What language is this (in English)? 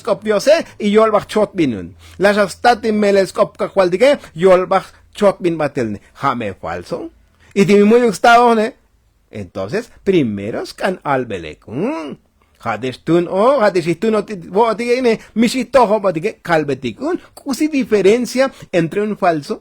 Tzotzil